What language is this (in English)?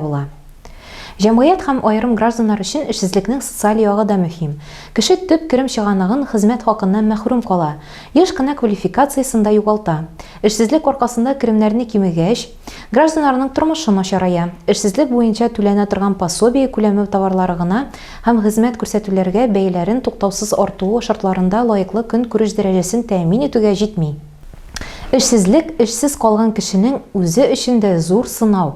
Tatar